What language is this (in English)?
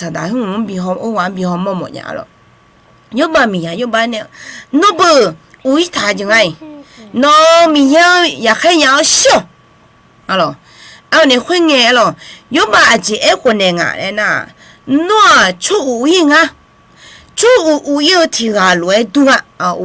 Akha